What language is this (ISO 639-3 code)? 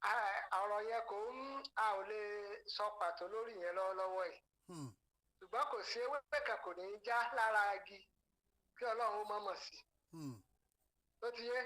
yor